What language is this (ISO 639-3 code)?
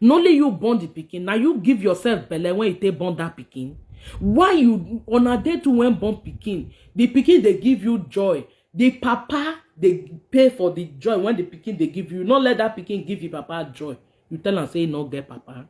pcm